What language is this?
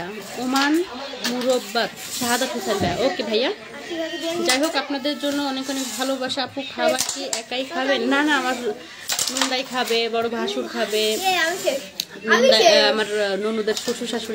Bangla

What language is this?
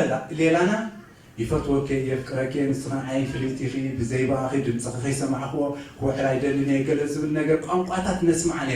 Tigrinya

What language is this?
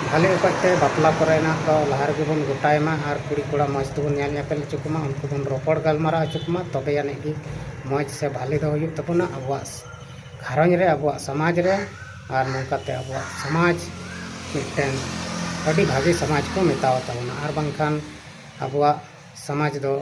Santali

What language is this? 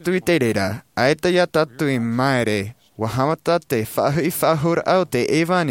Tahitian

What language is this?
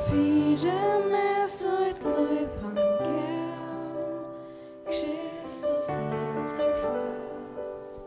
Faroese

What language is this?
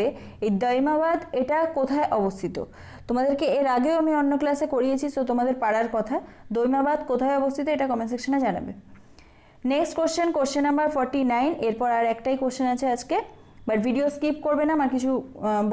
Bangla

